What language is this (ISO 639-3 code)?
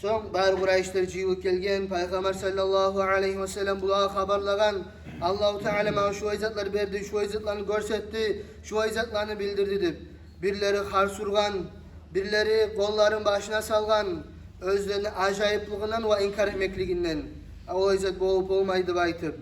kum